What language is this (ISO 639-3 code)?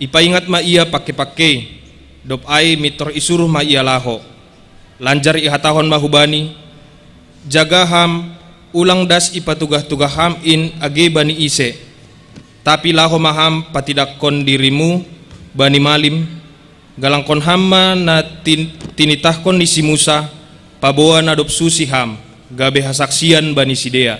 bts